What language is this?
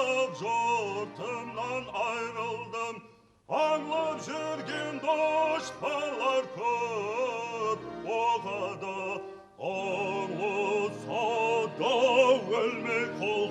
Kara-Kalpak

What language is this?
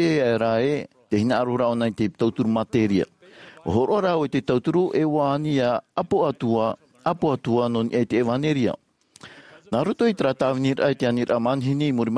Tahitian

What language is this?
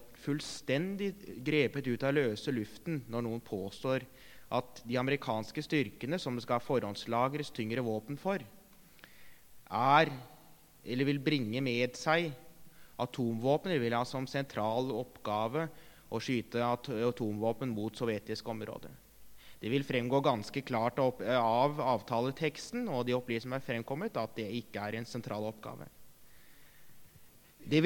Norwegian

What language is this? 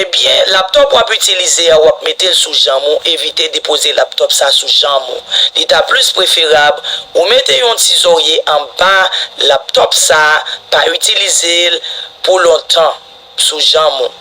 Haitian Creole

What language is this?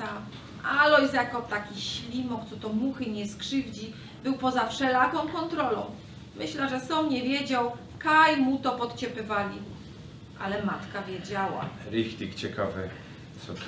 Silesian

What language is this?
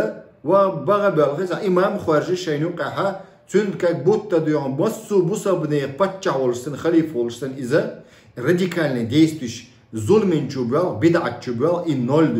Chechen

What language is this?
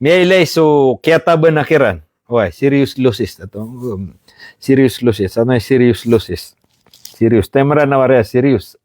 Maranao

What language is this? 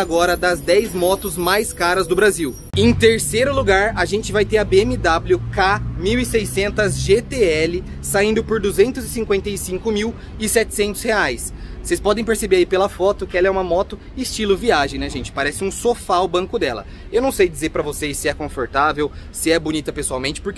Portuguese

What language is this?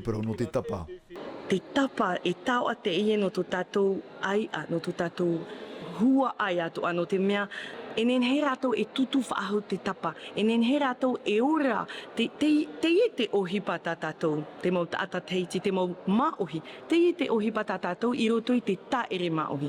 Tahitian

